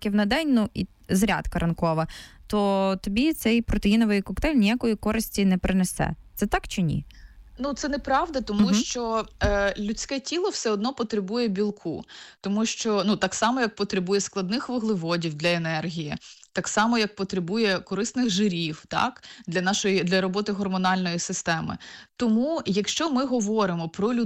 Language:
Ukrainian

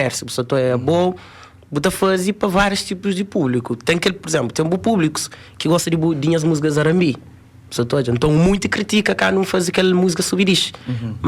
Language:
Kabuverdianu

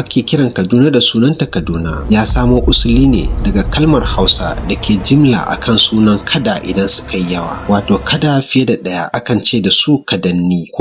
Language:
Hausa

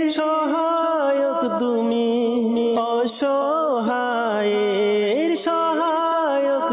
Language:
Bangla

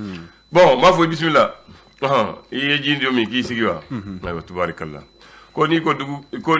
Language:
Bambara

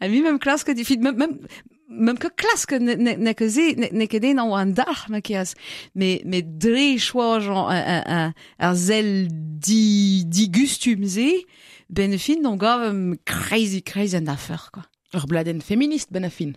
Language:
Breton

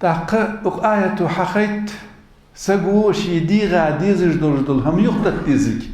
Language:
Ingush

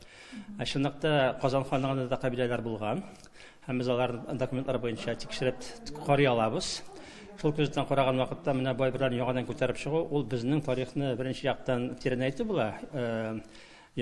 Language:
Tatar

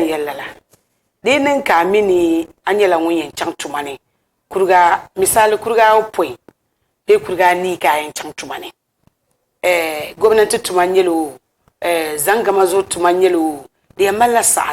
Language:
Dagbani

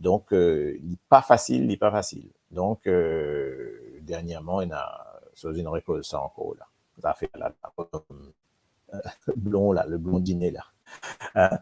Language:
Morisyen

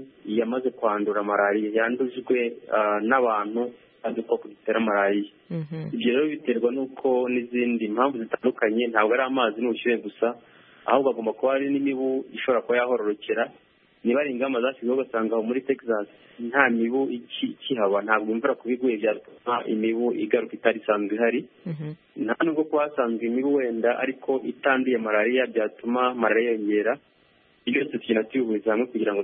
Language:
Kinyarwanda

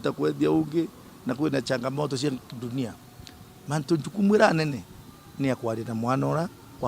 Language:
Meru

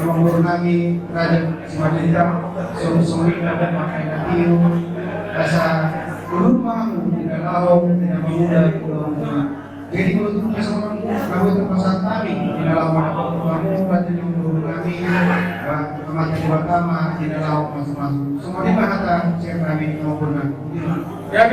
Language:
Batak Toba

